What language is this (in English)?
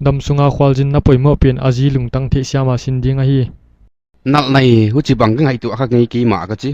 Paite Chin